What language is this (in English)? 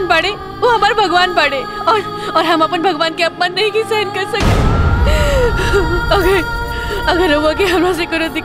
Bhojpuri